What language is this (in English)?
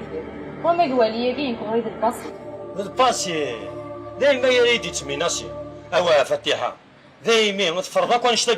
Kabyle